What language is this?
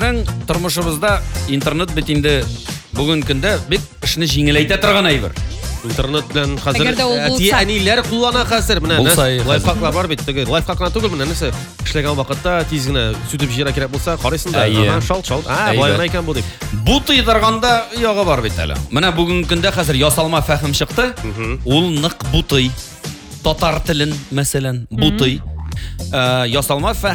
Tatar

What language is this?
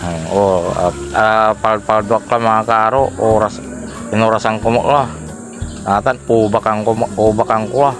Pangasinan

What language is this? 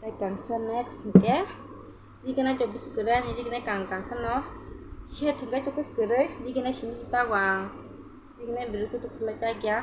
Kok Borok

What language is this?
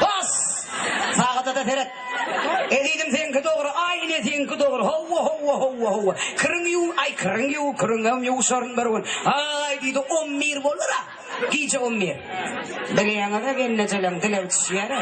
Turkmen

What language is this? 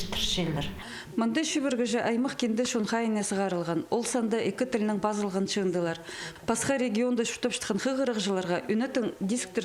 Khakas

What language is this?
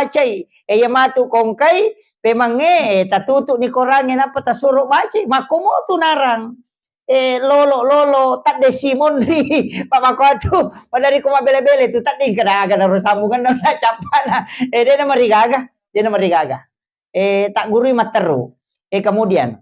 Buginese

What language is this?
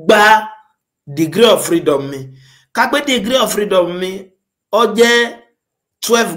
Yoruba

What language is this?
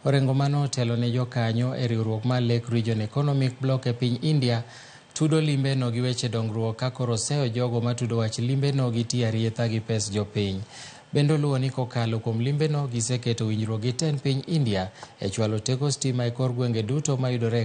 Luo (Kenya and Tanzania)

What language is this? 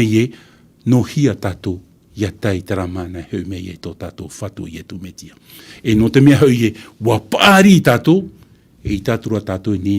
Tahitian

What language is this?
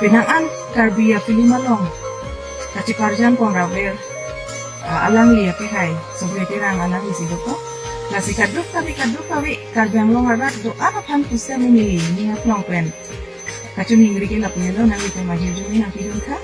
Karbi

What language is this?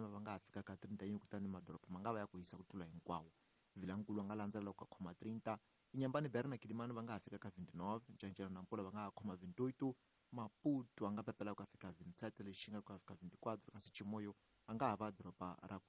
Tsonga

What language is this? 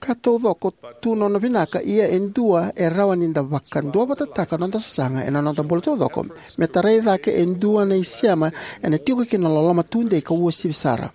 Fijian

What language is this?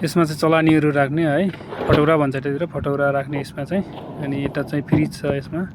Nepali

